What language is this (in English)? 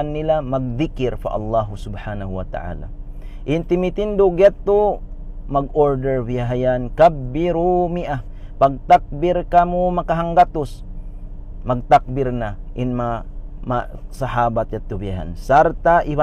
Tausug